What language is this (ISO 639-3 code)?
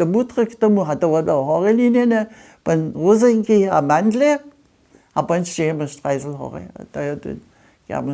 hsb